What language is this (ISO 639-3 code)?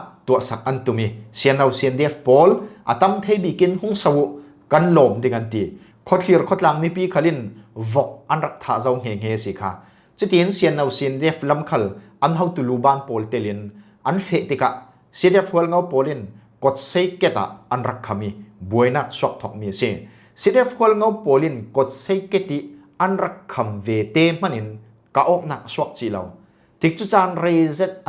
cfm